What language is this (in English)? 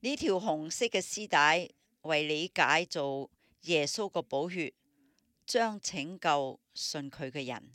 Cantonese